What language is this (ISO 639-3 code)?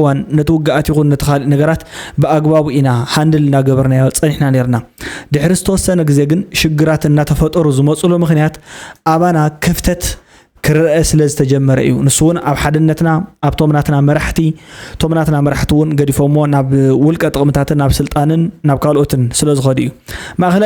tir